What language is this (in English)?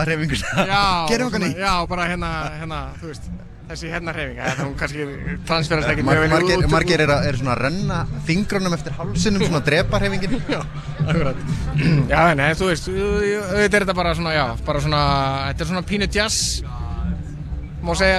Icelandic